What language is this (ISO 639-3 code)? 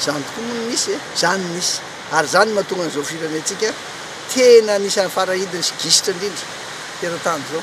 mlg